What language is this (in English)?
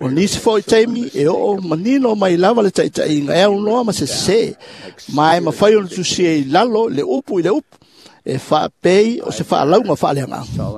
Samoan